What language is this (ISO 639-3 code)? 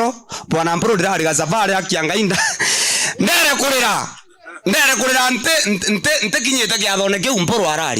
mer